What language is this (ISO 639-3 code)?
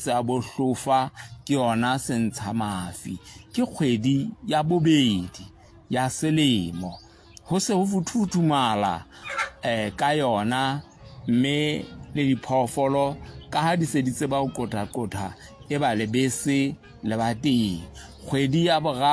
sot